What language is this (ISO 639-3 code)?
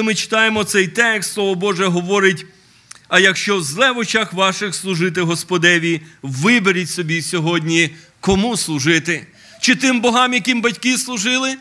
ukr